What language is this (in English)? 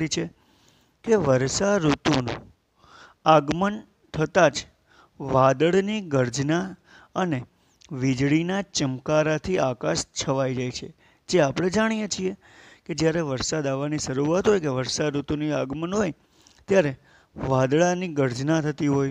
Gujarati